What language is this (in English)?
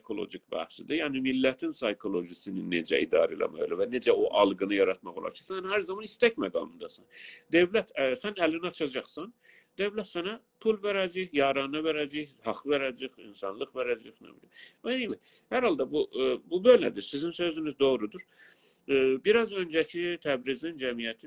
South Azerbaijani